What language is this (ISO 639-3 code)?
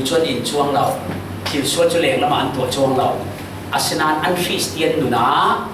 cfm